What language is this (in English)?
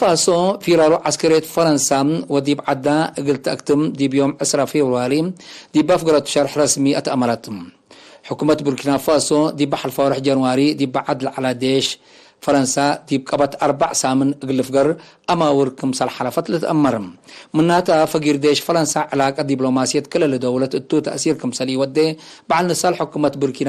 Tigre